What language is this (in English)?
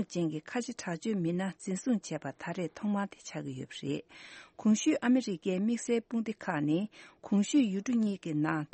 Tibetan